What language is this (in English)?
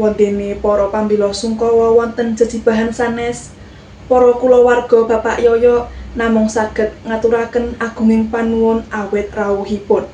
Javanese